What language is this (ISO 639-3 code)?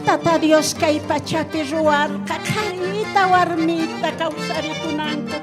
quh